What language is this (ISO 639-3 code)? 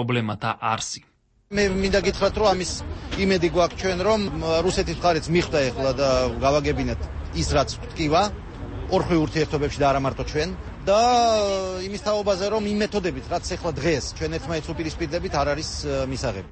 kat